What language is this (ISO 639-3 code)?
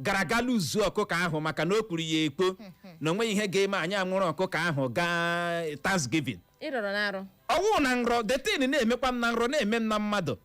ibo